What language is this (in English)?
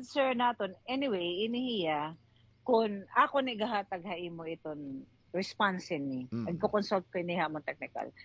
Waray